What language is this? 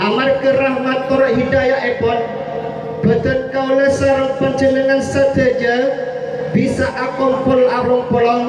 Madurese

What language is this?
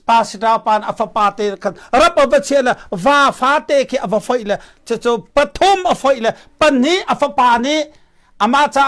Hakha Chin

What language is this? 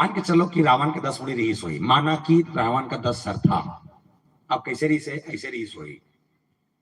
Chhattisgarhi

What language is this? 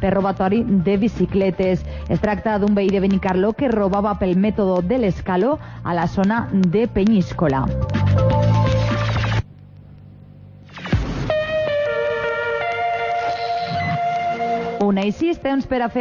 Catalan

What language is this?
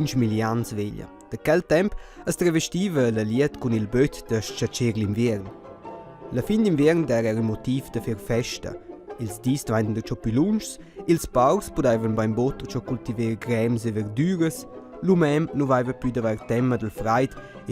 Romansh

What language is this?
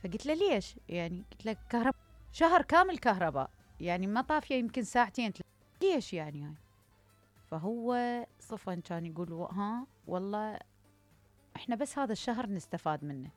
Mesopotamian Arabic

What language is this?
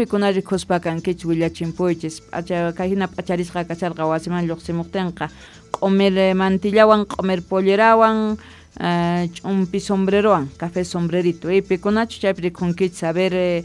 Quechua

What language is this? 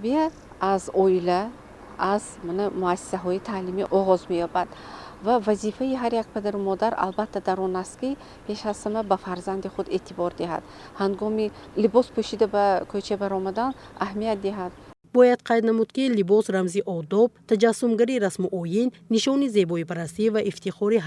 Tajik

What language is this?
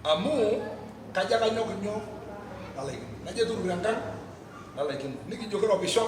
Masai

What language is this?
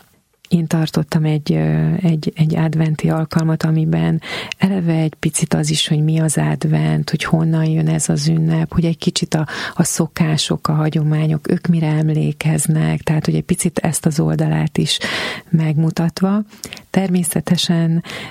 Hungarian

